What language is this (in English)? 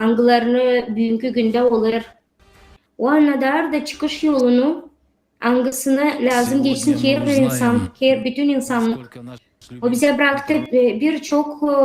Gagauz